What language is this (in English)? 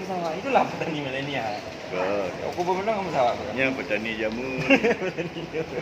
Achinese